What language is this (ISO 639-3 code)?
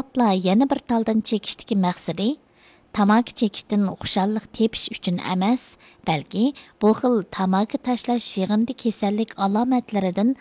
uig